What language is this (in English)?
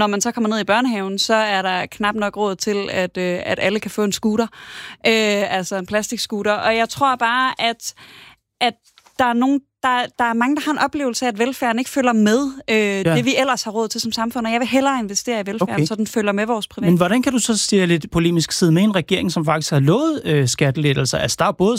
Danish